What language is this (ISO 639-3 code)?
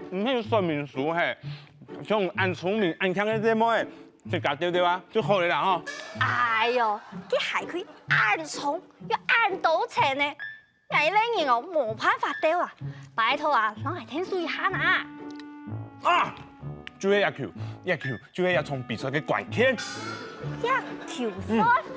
hak